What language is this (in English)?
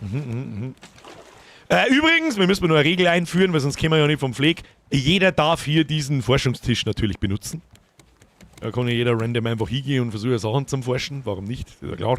Bavarian